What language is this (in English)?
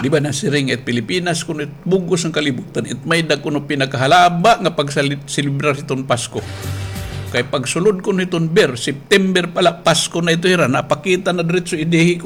Waray